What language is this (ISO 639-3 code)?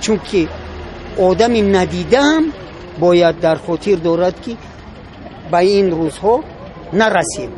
tgk